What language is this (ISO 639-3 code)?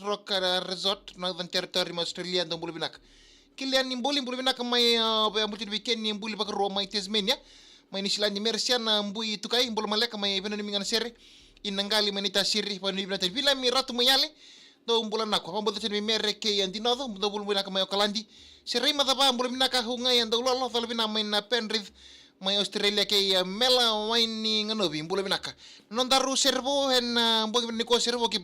fij